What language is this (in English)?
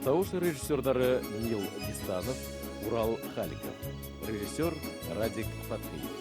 Bashkir